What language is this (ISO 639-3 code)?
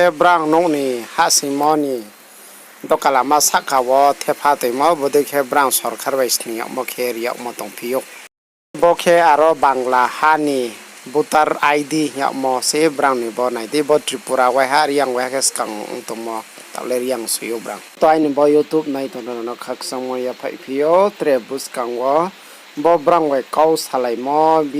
ria